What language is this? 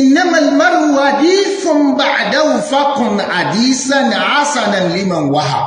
Yoruba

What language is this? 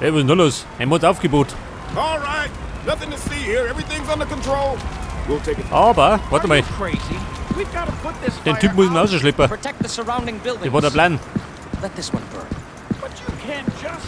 Bavarian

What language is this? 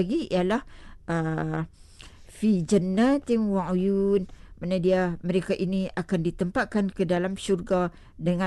Malay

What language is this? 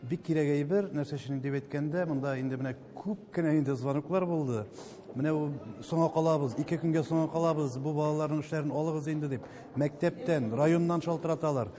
Tatar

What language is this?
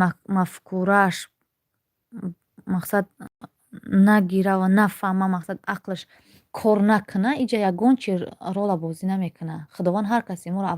Tajik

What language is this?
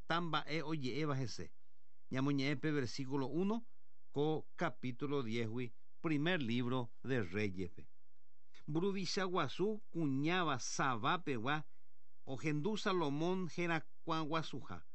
Guarani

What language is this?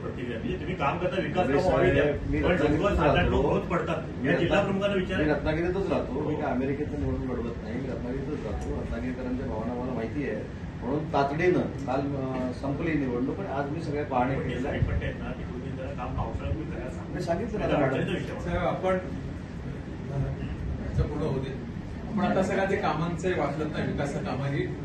Marathi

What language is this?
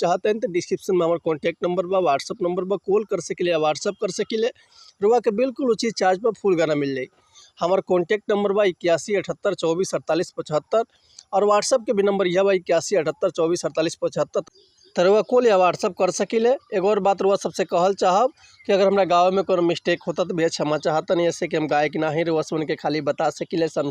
Bhojpuri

